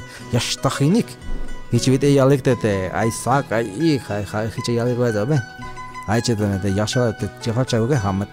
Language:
Tzeltal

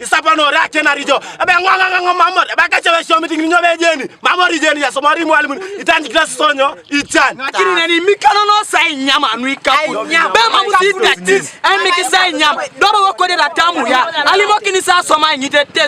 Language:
Teso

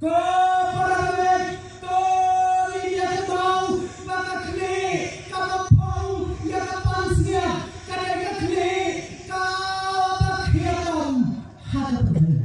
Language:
Khasi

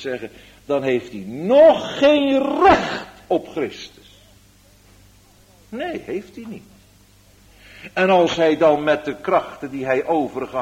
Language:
Dutch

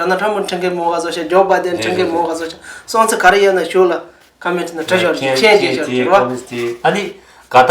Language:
Tibetan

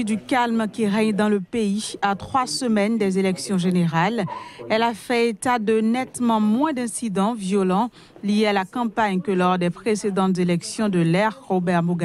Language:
French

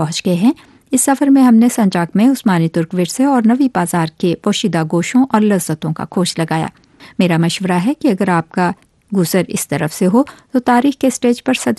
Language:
Urdu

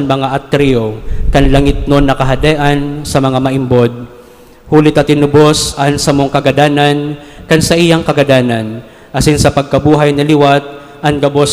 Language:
Bikol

